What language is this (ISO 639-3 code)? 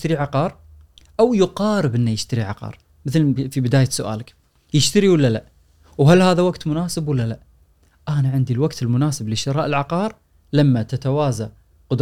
afb